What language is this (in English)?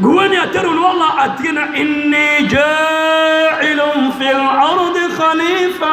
Maranao